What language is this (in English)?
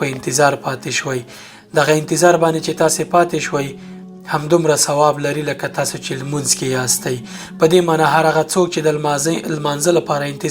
Pashto